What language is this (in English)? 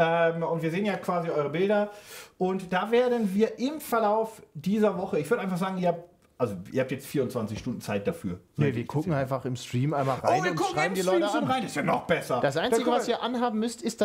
German